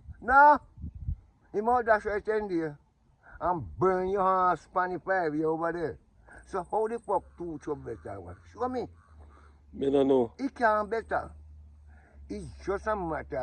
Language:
Jamaican Creole English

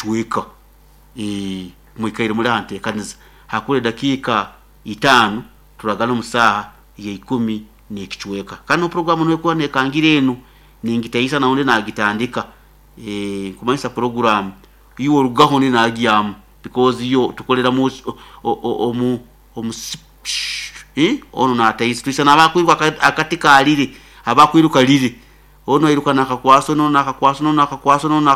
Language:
Nyoro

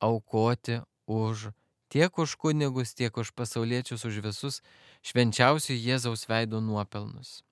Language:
Lithuanian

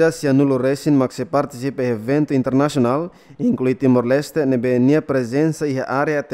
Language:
Tetum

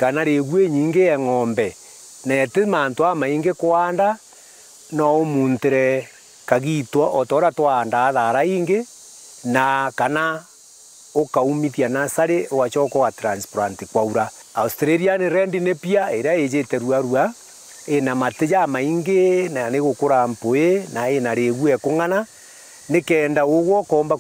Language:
Meru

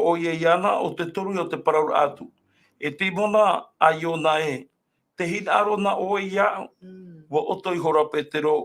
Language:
Tahitian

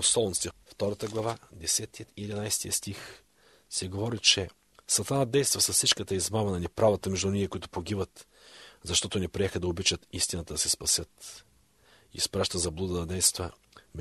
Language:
Bulgarian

